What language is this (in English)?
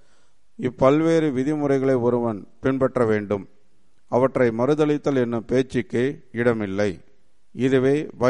Tamil